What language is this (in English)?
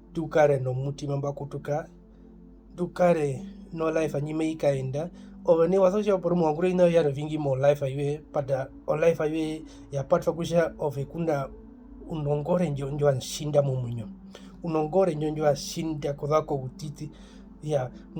Herero